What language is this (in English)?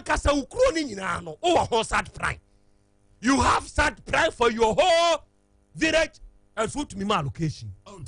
Akan